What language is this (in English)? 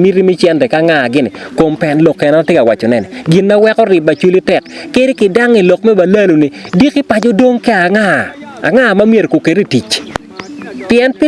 Acoli